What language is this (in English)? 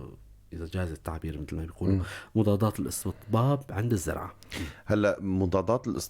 North Levantine Arabic